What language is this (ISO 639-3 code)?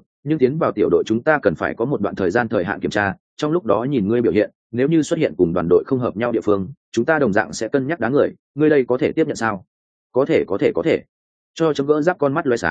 vie